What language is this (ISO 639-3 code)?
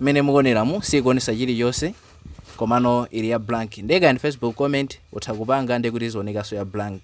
nya